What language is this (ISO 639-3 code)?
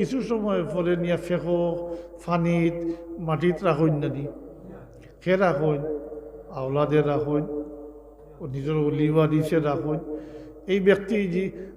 syl